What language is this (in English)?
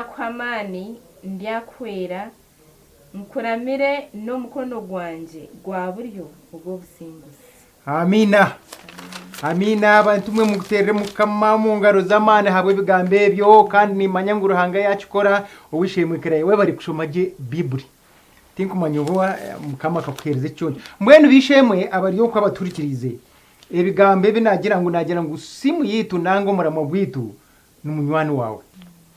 Nyankole